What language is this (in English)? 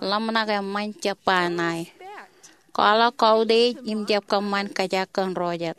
Marshallese